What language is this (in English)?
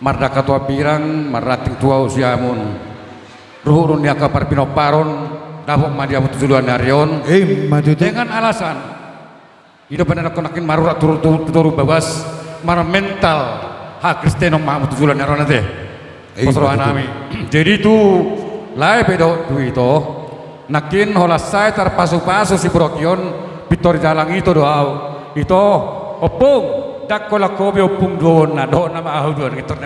Batak Toba